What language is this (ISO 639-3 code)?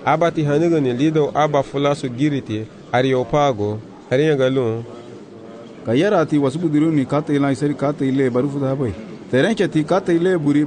cab